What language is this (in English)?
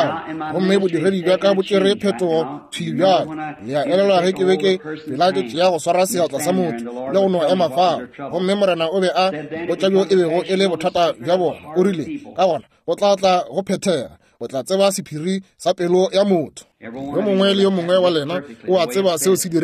Northern Sotho